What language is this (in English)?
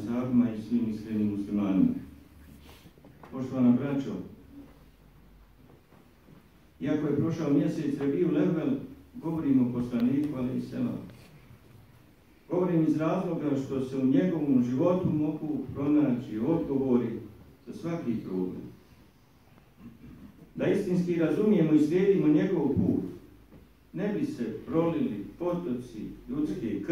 Bosnian